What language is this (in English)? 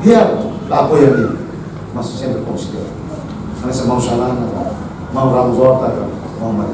Tetum